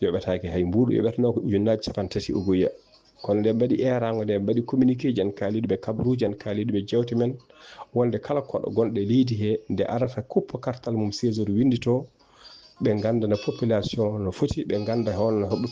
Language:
Fula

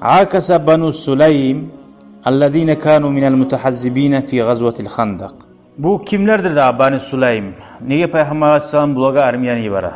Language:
Kumyk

